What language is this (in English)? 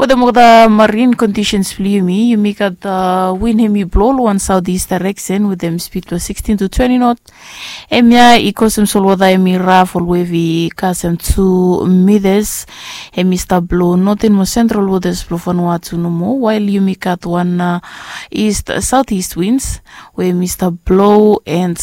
Bislama